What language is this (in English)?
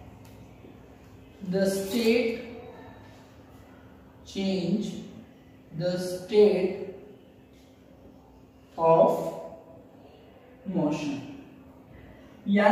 Hindi